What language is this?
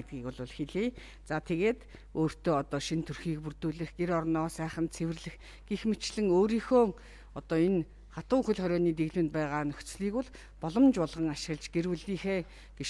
Mongolian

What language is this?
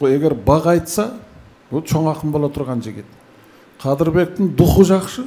Kyrgyz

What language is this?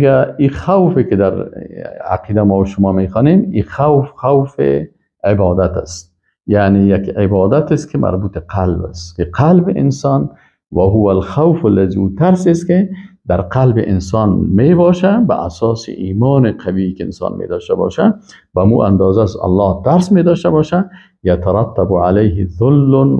Persian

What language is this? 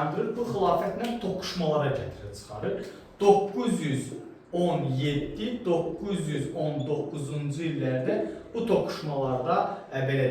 Azerbaijani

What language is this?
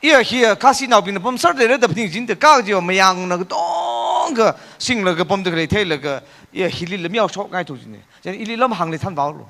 Tangkhul Naga (India)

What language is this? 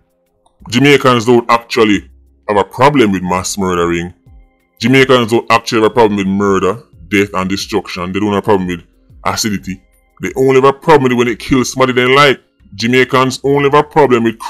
Jamaican Creole English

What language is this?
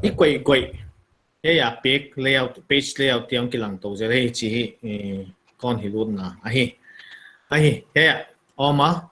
Paite Chin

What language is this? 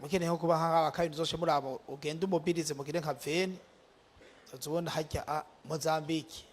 Rundi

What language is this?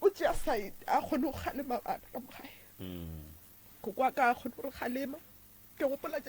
Northern Sotho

